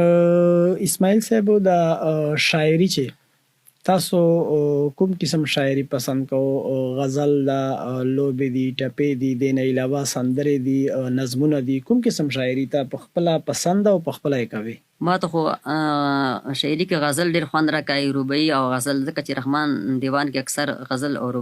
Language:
Pashto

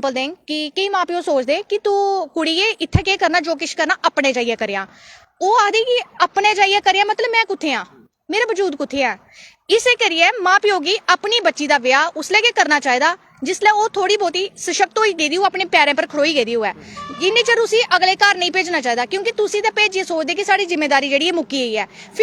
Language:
Dogri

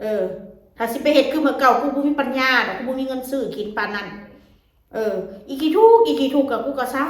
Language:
Northeastern Thai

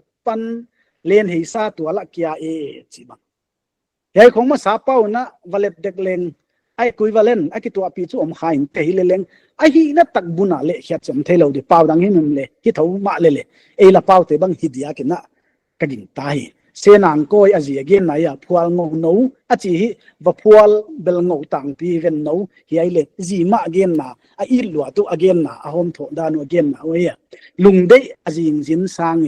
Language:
Paite Chin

